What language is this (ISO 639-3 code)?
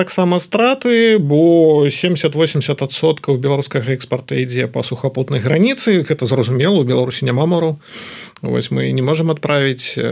bel